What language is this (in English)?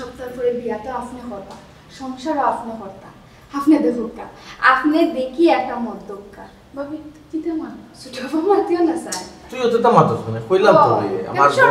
Sylheti